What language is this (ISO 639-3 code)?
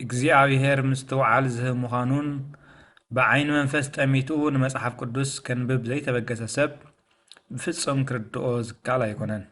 tir